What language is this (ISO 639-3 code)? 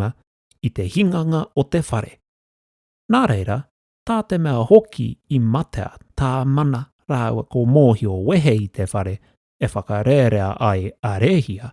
mri